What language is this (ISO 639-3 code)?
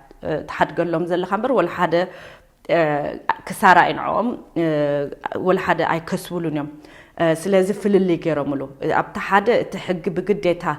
tir